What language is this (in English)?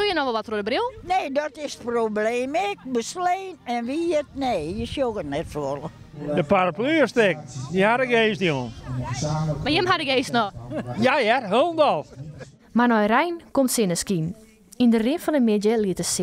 Western Frisian